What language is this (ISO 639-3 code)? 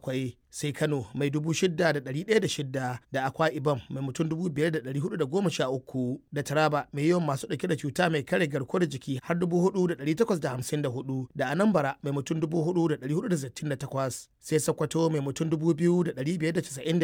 hau